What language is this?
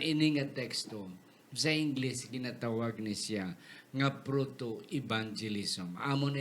Hiligaynon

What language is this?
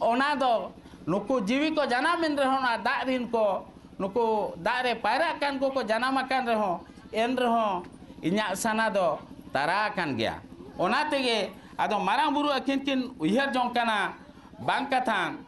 Santali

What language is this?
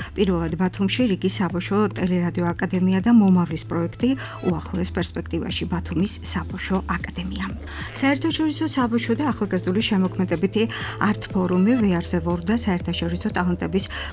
Georgian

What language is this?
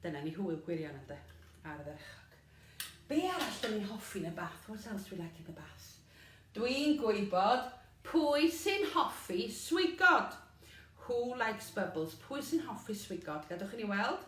Welsh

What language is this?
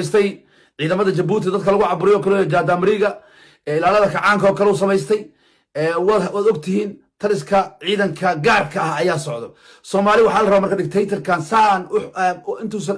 Somali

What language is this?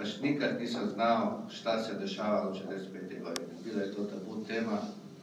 Croatian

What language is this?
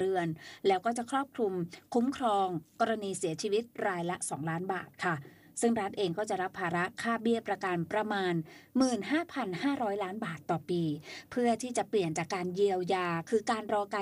Thai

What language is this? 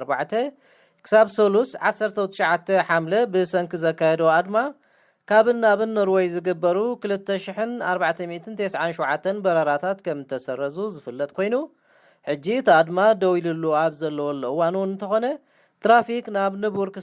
Tigrinya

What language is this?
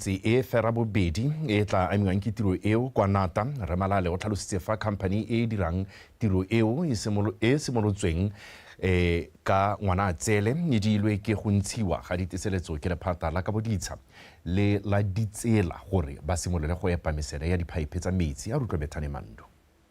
Tswana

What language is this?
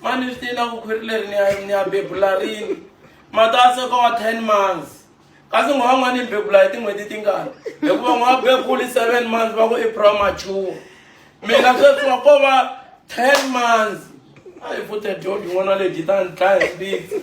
Tsonga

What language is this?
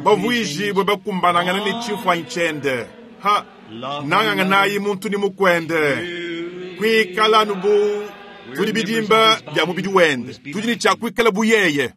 Luba-Lulua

